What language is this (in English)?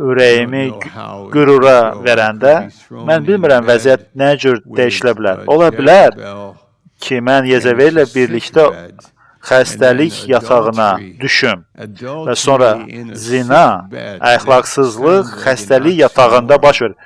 Azerbaijani